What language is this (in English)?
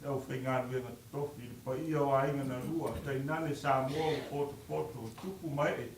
Samoan